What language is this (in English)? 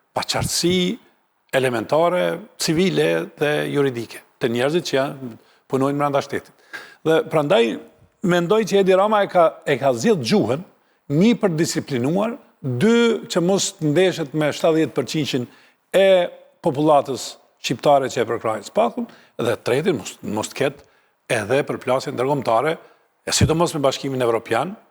Albanian